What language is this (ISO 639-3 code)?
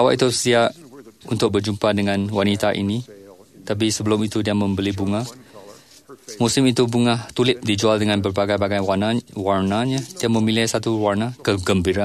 msa